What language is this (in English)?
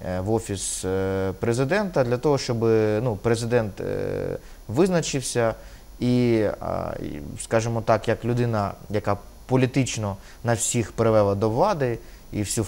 Ukrainian